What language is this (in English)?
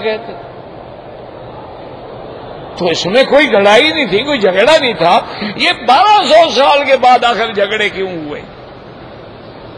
Urdu